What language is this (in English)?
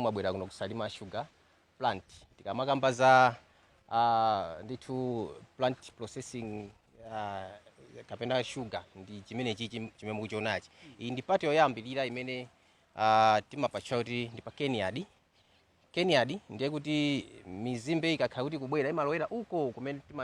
Nyanja